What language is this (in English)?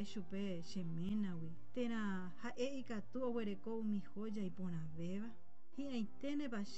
Guarani